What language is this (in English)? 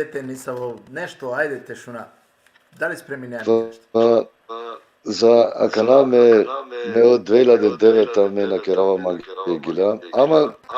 Balkan Romani